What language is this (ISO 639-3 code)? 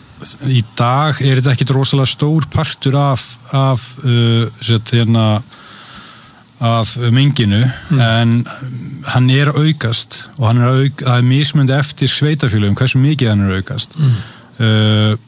isl